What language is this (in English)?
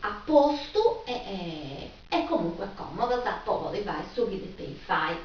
Sardinian